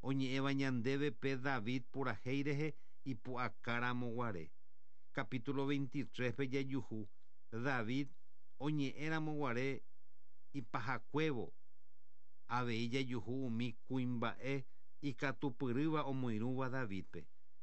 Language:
Guarani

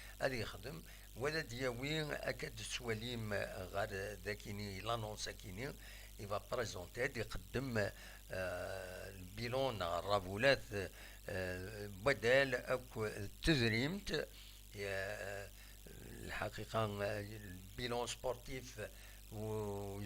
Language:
Kabyle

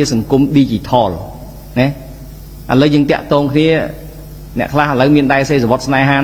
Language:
Khmer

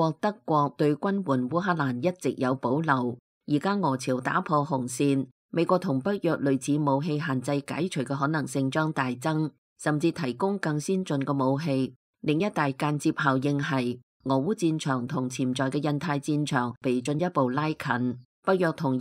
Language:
Cantonese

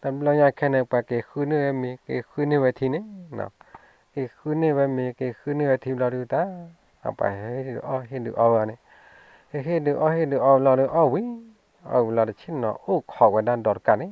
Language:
S'gaw Karen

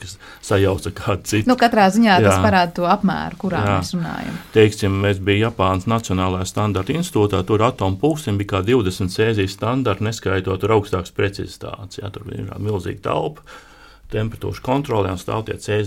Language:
Latvian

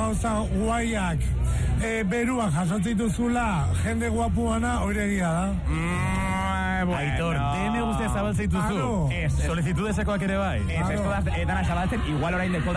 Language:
Basque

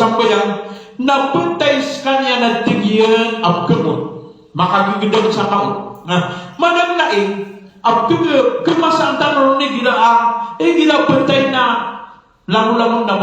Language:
Maranao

